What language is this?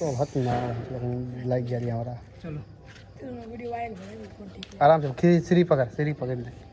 Maithili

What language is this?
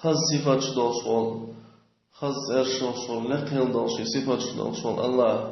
Chechen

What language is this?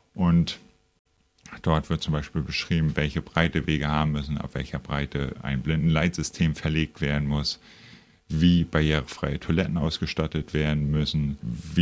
German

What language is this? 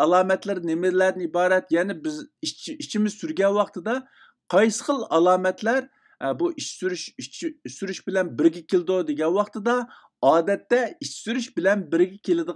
Uyghur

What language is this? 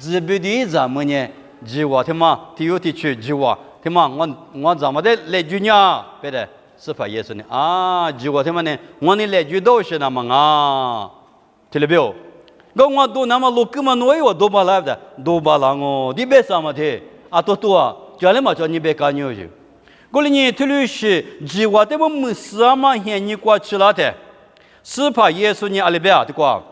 Lisu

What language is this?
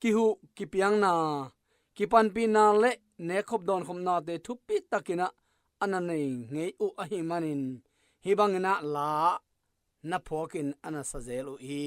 Tedim Chin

